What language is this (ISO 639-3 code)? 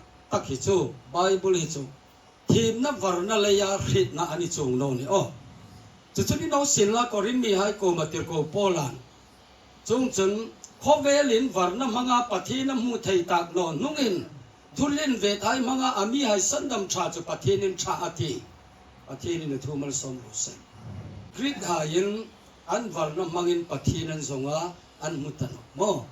hmr